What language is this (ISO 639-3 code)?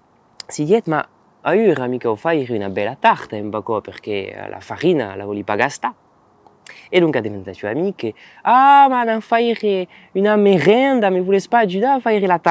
oci